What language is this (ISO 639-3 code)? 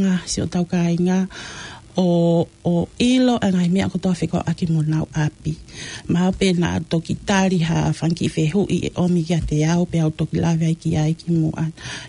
ton